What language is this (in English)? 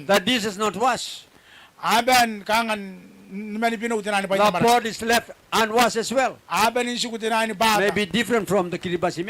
Gilbertese